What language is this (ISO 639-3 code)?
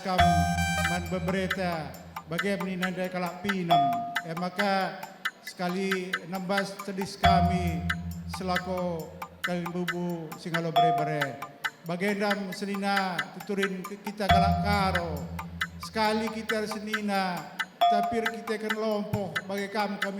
btx